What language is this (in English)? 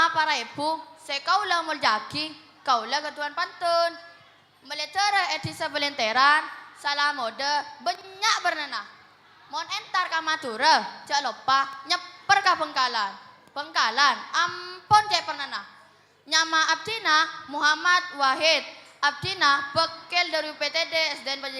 Madurese